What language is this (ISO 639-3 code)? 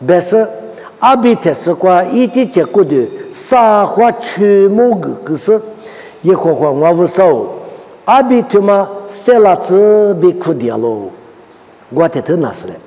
lis